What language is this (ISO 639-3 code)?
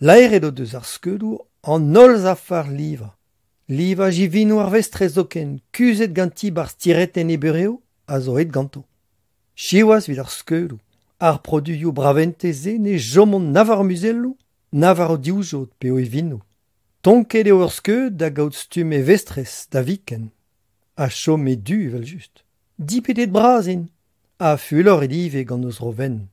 bre